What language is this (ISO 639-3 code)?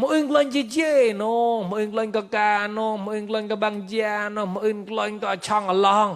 mnw